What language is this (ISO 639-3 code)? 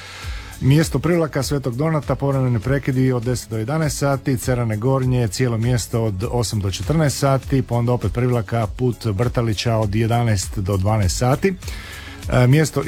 hrv